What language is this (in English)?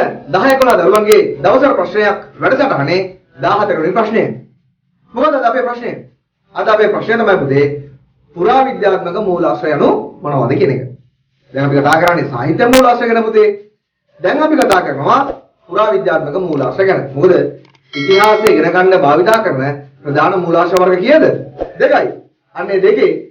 Sinhala